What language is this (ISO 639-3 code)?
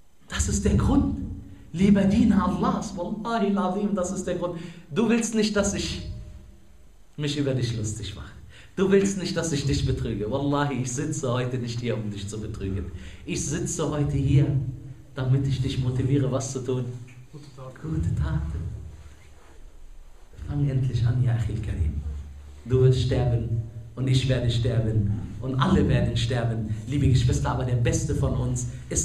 deu